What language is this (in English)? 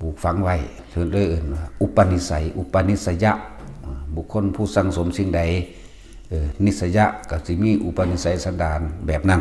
Northeastern Thai